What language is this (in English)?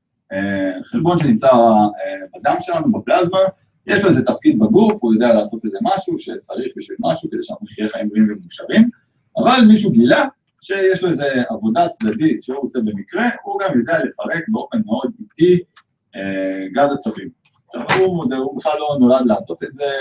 Hebrew